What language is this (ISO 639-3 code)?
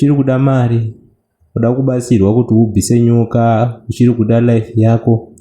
sna